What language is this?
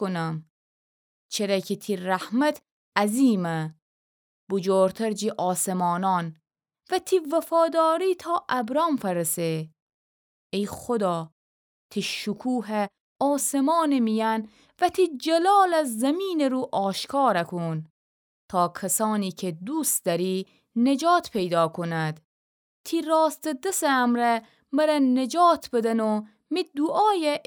Gilaki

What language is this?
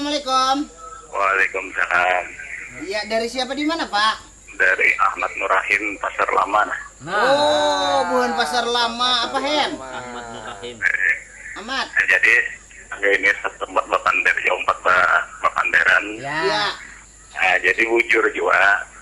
Banjar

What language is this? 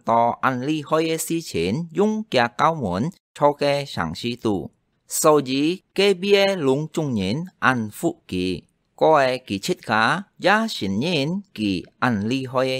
Hakka Chinese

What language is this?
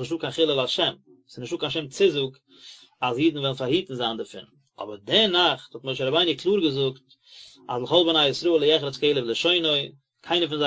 Yiddish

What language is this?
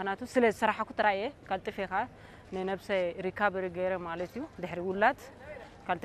Tigrinya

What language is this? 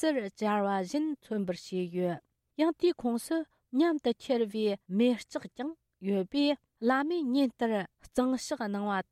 Tibetan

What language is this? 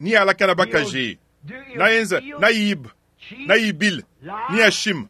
Luba-Lulua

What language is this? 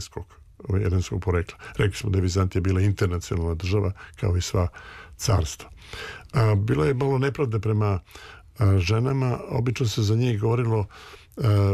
Serbian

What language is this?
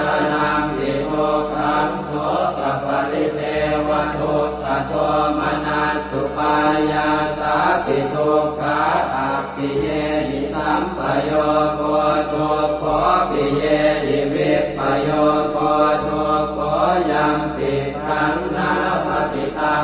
Pali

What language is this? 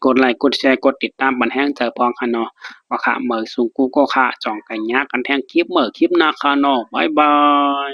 Shan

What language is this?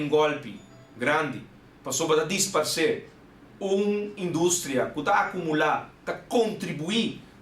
Papiamento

